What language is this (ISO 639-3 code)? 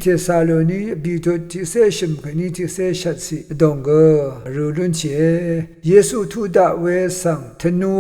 raw